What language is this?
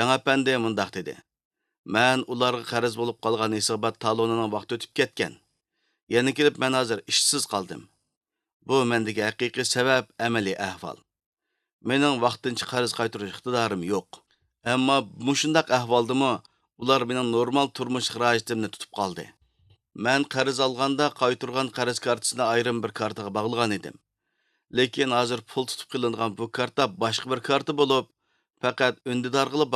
Uyghur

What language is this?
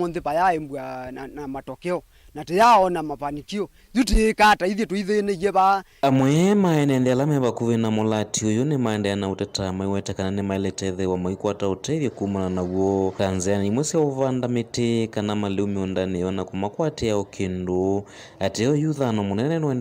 Kamba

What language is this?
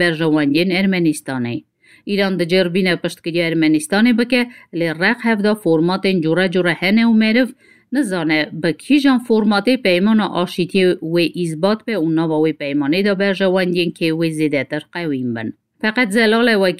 Kurdish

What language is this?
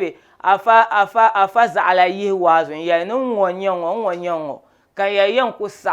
Dagbani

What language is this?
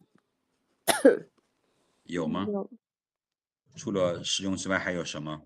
Lao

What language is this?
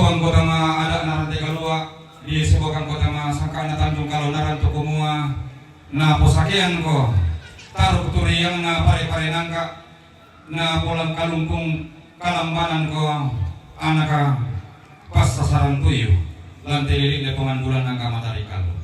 Toraja-Sa'dan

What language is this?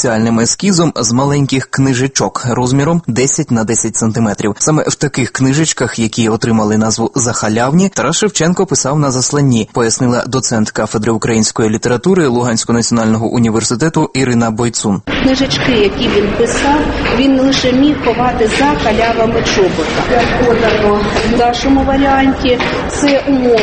Ukrainian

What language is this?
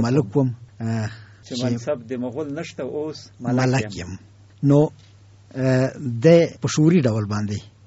Pashto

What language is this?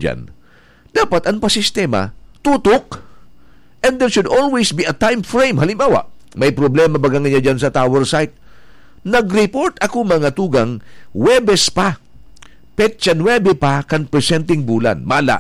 Bikol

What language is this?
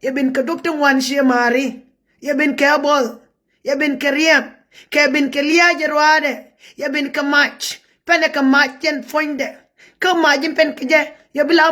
Nuer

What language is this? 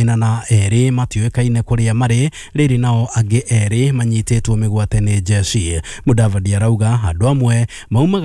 Kikuyu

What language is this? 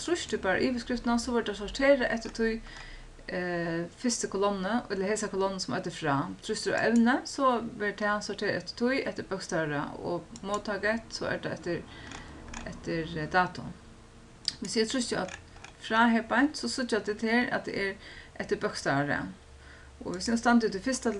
Faroese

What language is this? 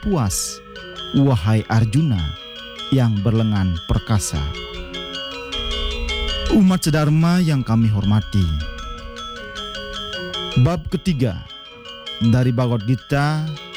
Indonesian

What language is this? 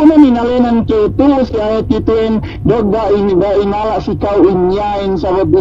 Yakan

